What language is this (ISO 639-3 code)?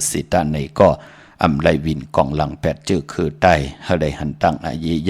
shn